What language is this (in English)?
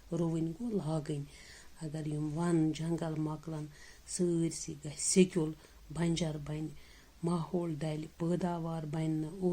Kashmiri